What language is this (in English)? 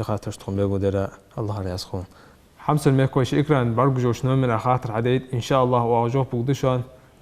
Ingush